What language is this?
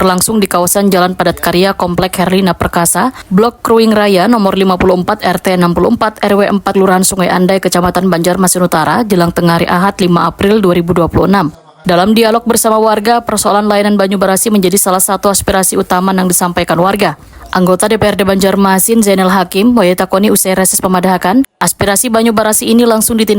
Banjar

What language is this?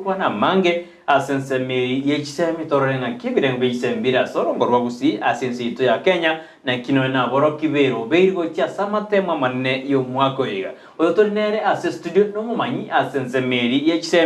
Gusii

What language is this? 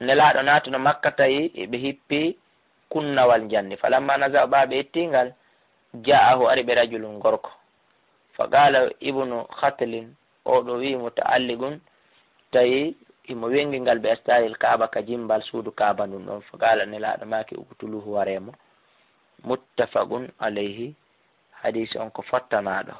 Fula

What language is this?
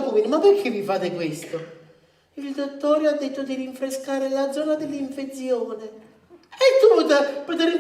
Neapolitan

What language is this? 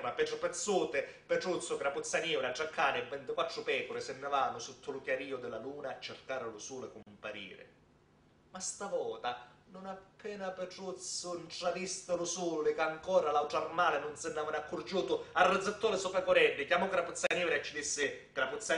Sicilian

